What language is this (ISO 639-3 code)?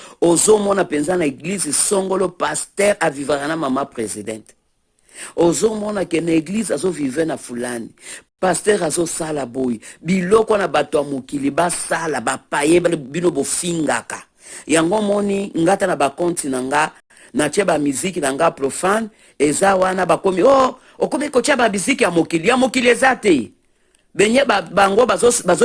lin